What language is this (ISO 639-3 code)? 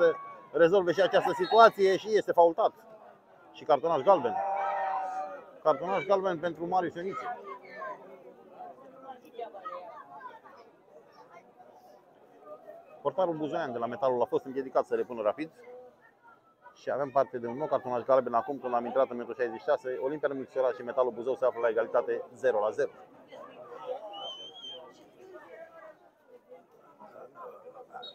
ron